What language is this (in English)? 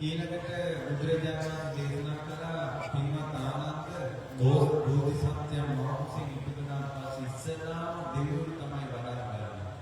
Sinhala